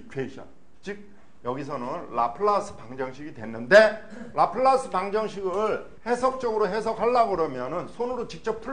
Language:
Korean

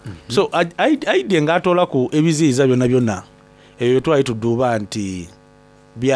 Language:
Soga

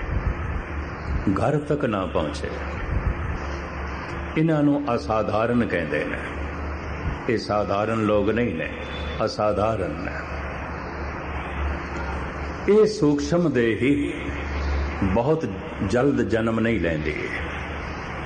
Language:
Punjabi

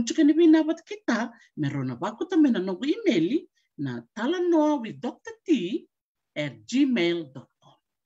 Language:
Fijian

